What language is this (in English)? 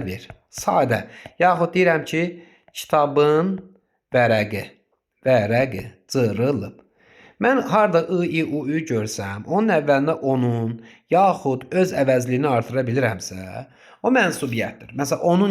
Azerbaijani